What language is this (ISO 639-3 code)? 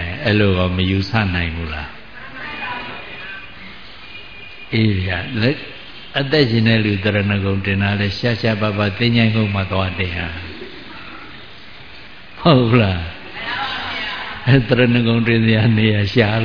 mya